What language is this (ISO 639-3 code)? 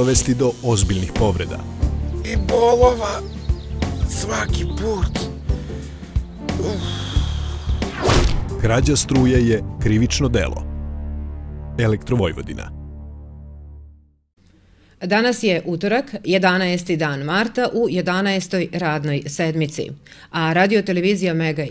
srp